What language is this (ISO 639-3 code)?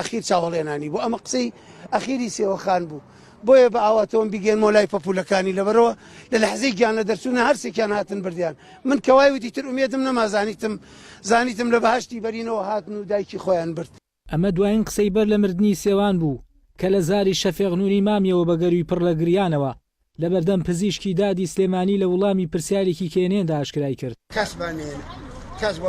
ckb